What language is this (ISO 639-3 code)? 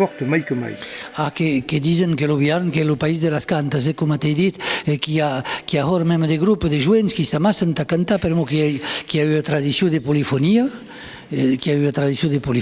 oci